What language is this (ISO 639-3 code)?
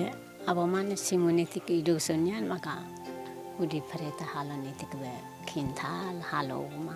tet